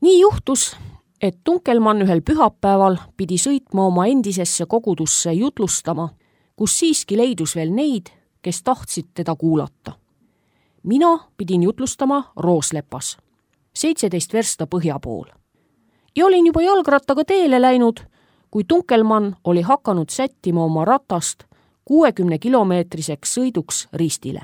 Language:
Estonian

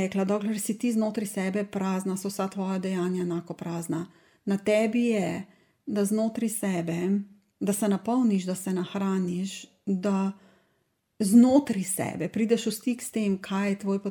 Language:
Slovenian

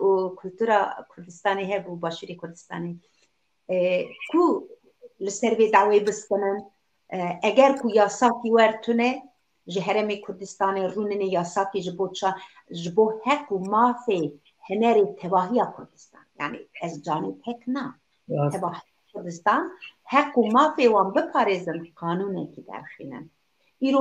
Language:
Kurdish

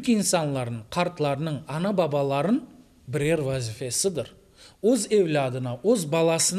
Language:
Crimean Tatar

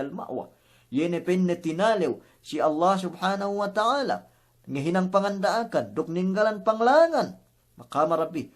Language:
Yakan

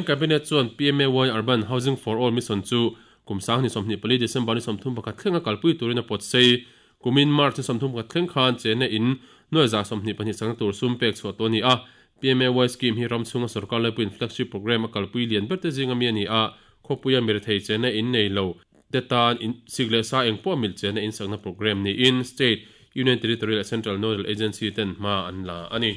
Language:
Mizo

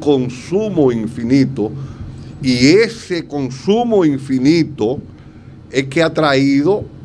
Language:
Spanish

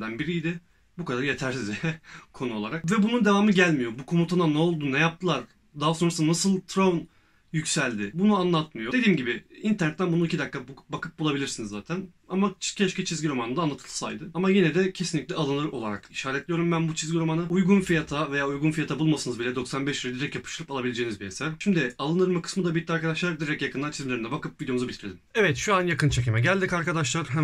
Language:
Turkish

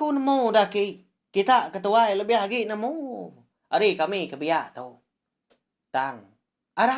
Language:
Iban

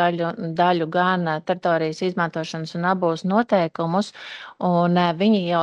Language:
Latvian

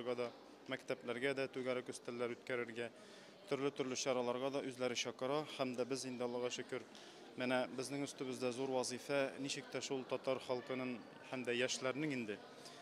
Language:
Tatar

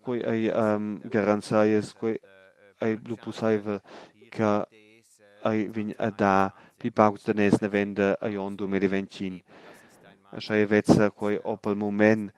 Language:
Romansh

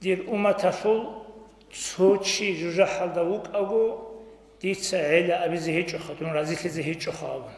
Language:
Avaric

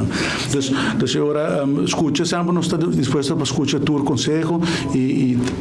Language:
Papiamento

